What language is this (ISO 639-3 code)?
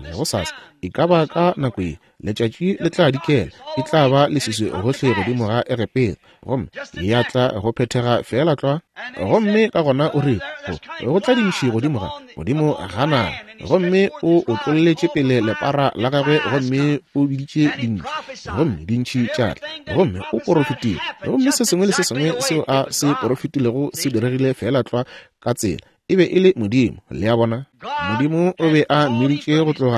nso